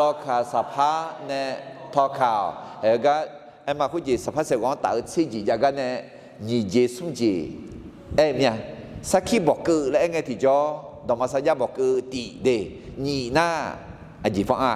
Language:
Akha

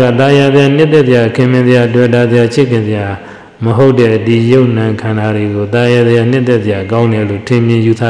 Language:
Burmese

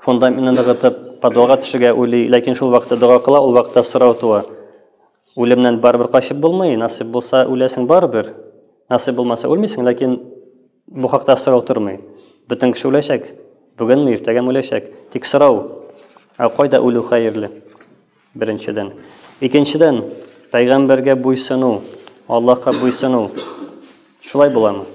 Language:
Tatar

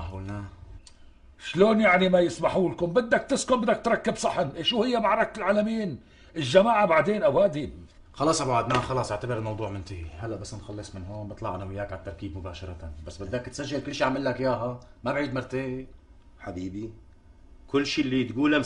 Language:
North Levantine Arabic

